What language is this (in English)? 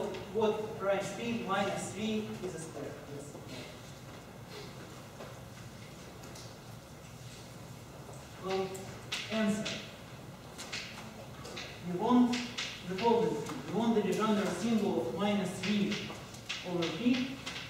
English